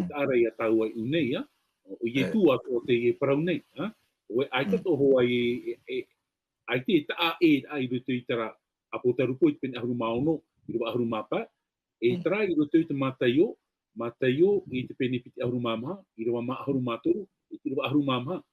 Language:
Tahitian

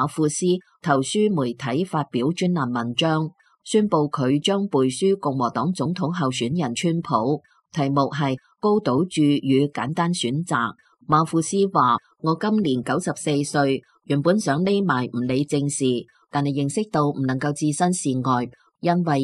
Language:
Cantonese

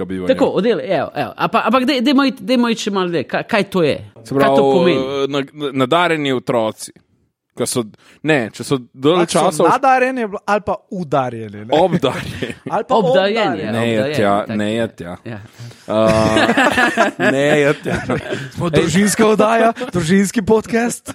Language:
Slovenian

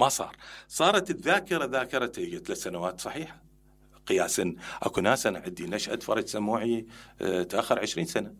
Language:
Mesopotamian Arabic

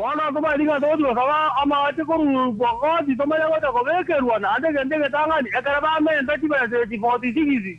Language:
Gusii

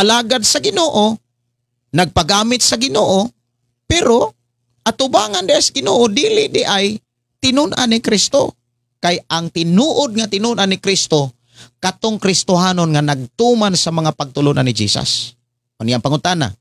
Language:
Cebuano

